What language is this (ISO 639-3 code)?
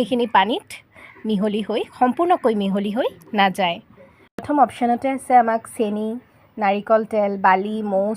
asm